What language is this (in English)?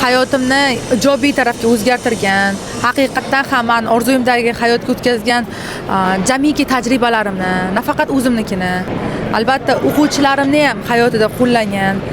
Uzbek